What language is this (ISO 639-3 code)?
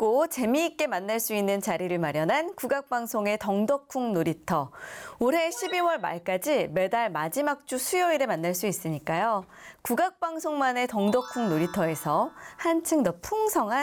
kor